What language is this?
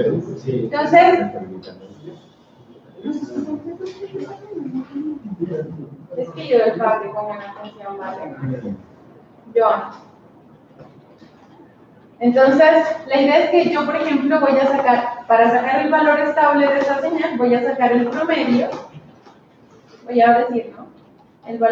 Spanish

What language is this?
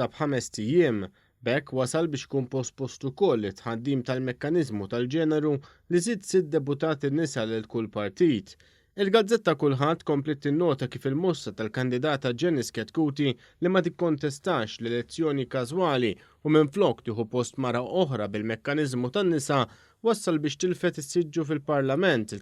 Maltese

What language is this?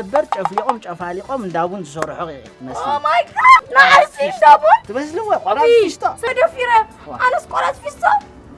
Tigrinya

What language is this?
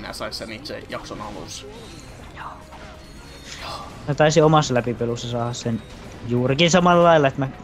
Finnish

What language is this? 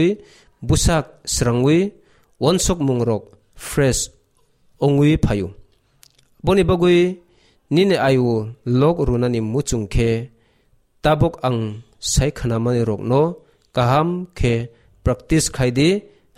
Kok Borok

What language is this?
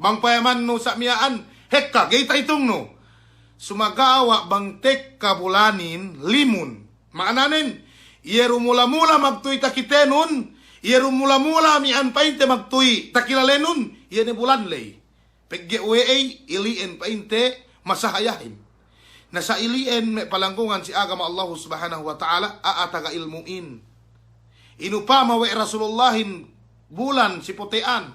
Yakan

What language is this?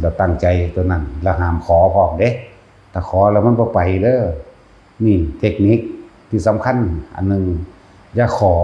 Lao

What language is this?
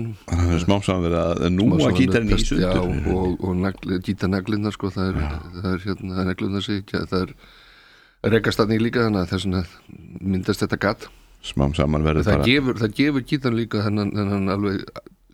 Icelandic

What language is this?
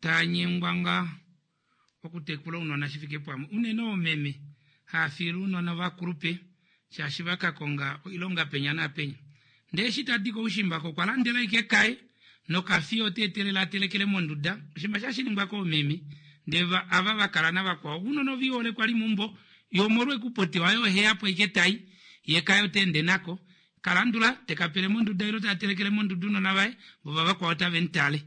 Kuanyama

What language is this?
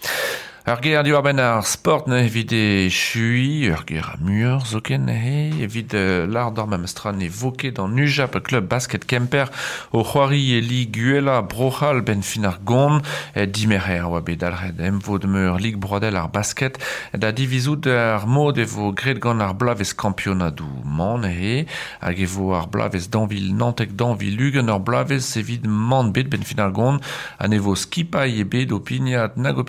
Breton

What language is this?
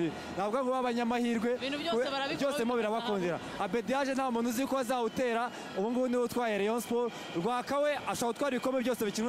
Kinyarwanda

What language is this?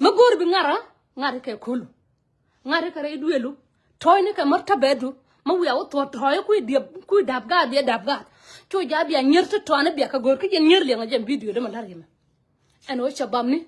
Nuer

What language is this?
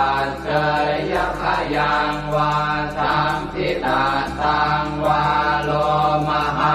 Pali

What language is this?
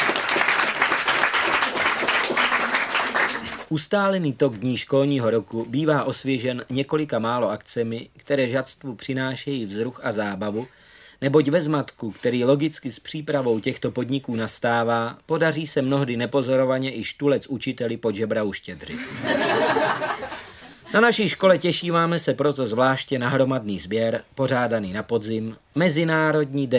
Czech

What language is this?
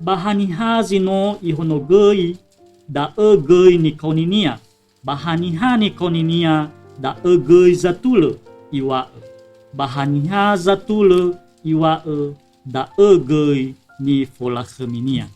Nias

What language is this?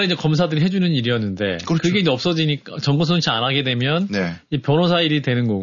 Korean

